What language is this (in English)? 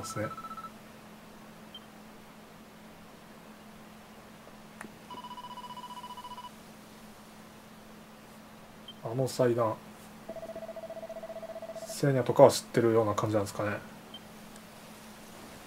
Japanese